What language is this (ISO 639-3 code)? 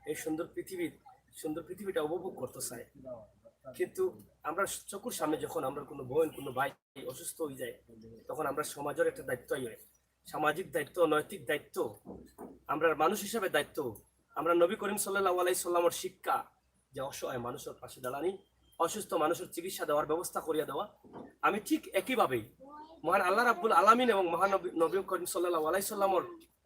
syl